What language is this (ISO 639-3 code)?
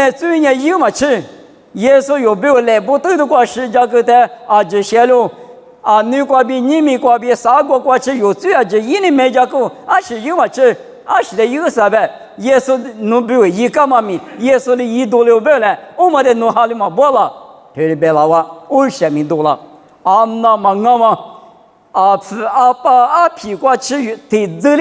lis